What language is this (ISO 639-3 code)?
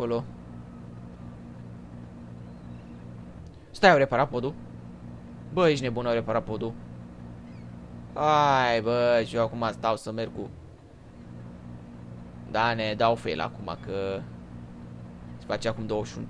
ron